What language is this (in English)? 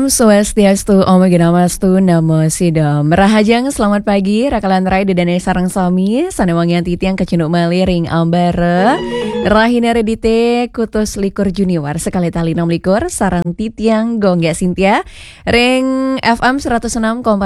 Balinese